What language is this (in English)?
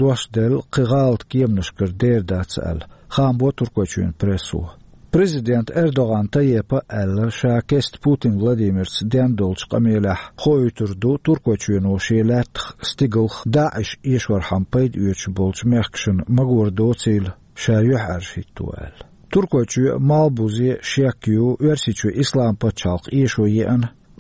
Chechen